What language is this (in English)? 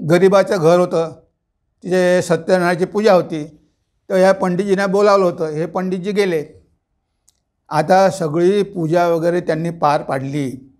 Marathi